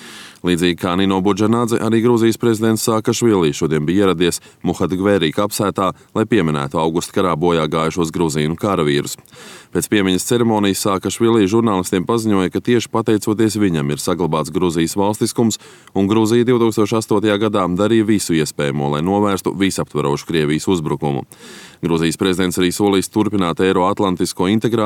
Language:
Latvian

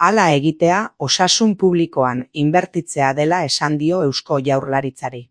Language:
Basque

